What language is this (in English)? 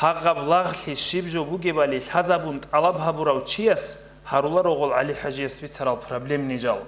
Avaric